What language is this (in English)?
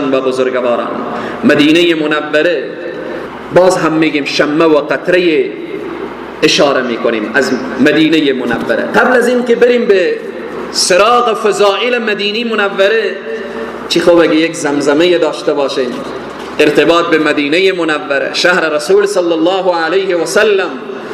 Persian